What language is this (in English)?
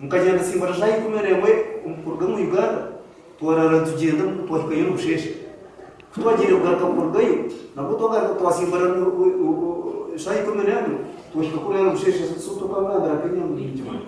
Nyankole